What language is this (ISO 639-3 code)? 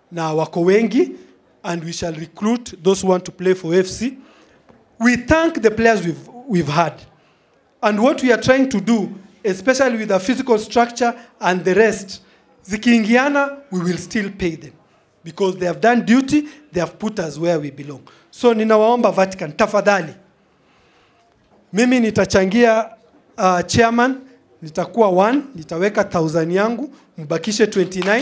swa